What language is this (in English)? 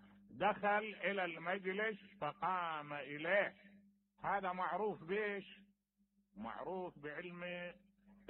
Mesopotamian Arabic